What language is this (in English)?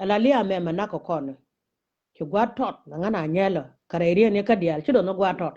Nuer